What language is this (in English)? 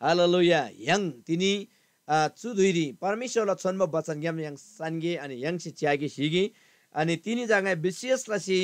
Eastern Tamang